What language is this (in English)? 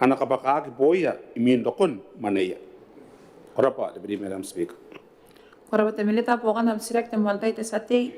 Gilbertese